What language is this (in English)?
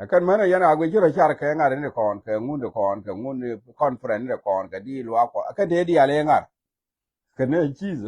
Nuer